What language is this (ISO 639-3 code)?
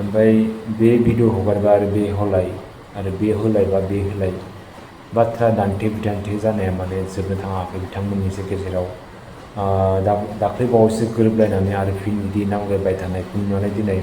brx